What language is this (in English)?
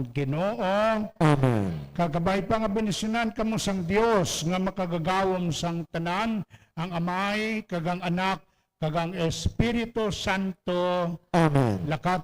Hiligaynon